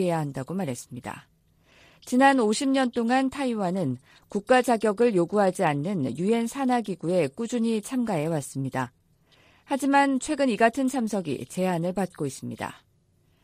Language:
Korean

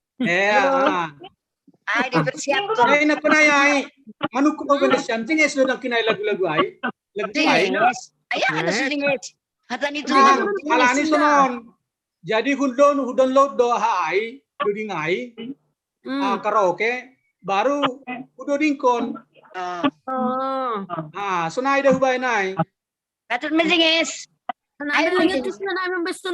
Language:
Batak Simalungun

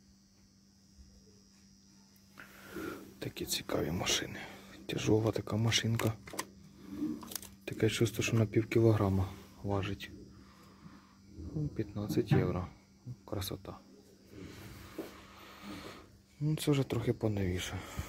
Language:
Ukrainian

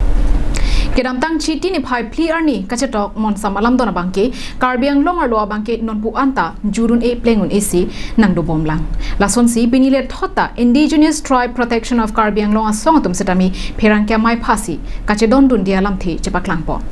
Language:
Karbi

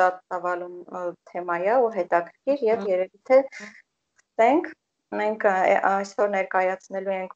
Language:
Armenian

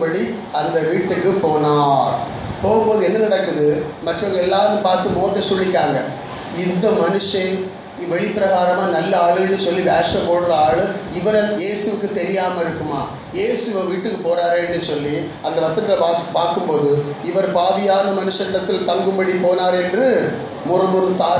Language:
Tamil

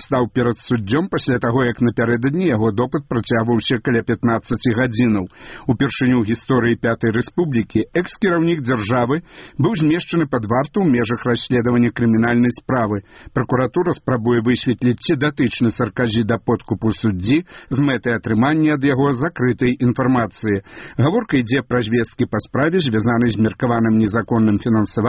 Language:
Belarusian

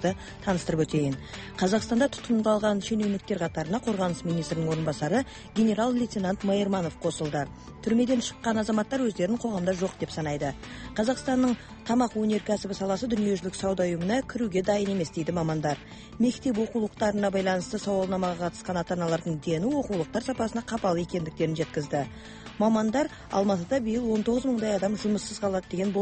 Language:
Kazakh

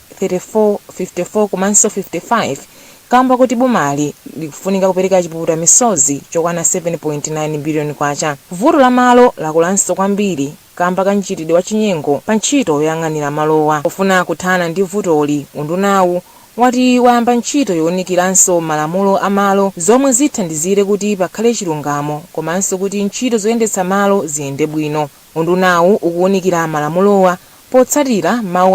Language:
Nyanja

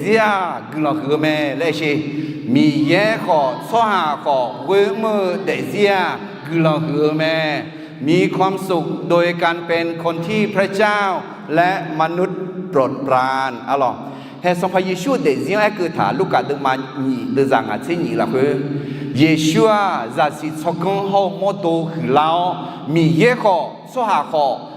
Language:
Akha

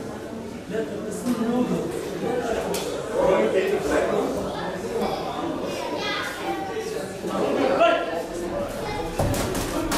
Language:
Dutch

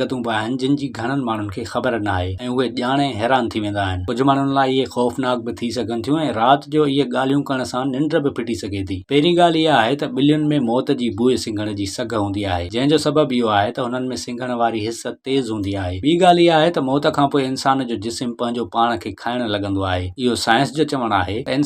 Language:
Sindhi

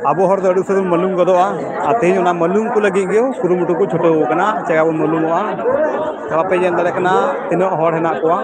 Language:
Santali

